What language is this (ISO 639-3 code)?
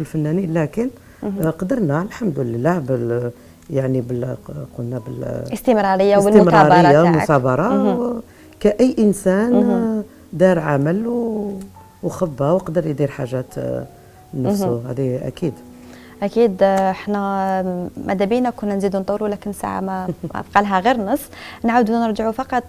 arq